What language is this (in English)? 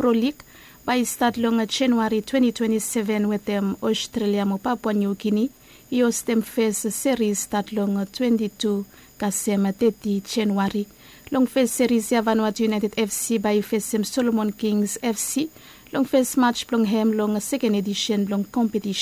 Bislama